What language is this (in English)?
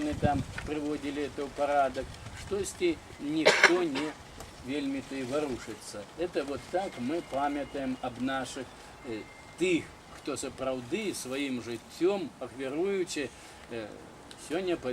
Belarusian